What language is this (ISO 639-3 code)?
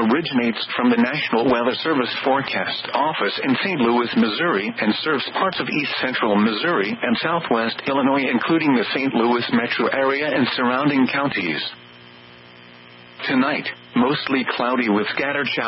eng